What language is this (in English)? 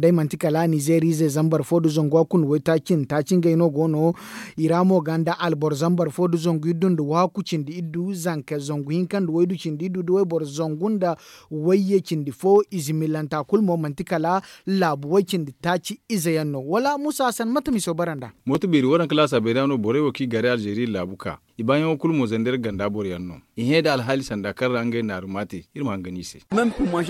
Zarma